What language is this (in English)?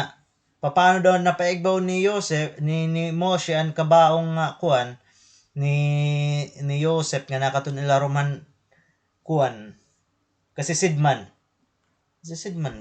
Waray